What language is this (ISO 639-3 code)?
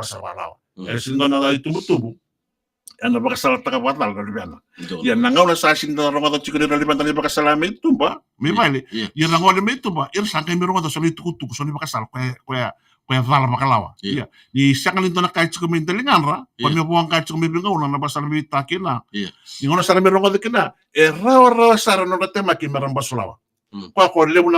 fij